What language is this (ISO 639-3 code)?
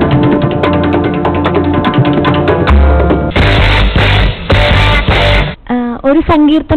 mal